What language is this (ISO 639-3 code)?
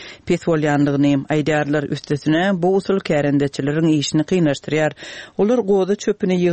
tuk